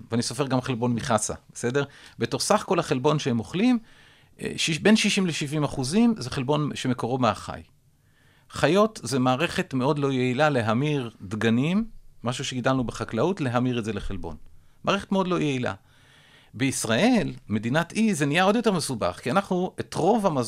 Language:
Hebrew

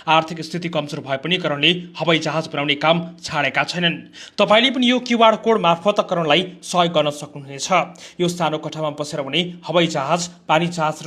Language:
Nepali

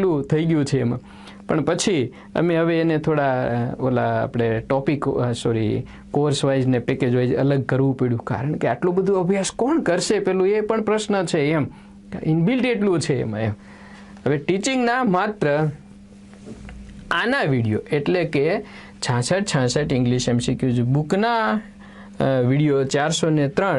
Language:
Gujarati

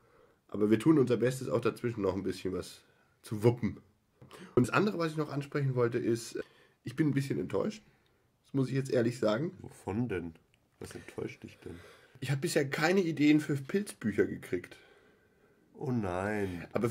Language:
German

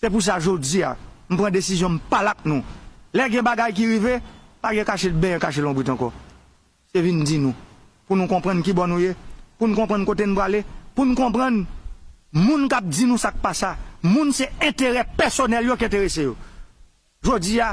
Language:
Haitian Creole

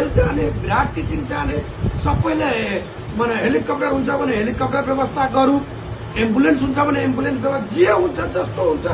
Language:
Nepali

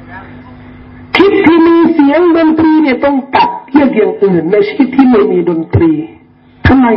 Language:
Thai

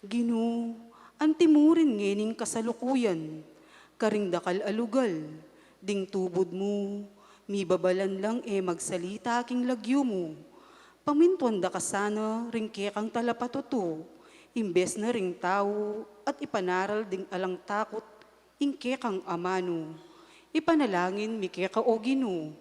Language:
Pampanga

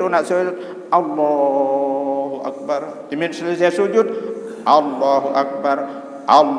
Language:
Sasak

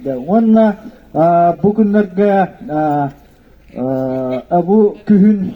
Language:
Yakut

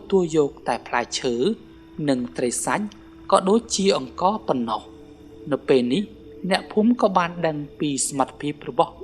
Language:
Khmer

